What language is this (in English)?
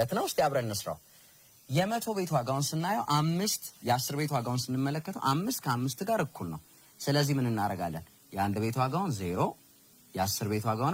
Amharic